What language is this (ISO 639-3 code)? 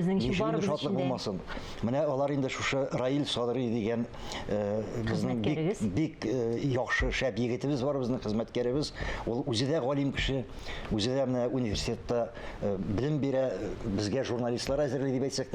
tat